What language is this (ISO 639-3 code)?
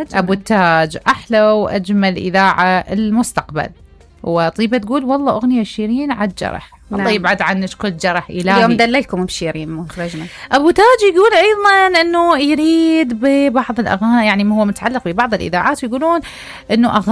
acm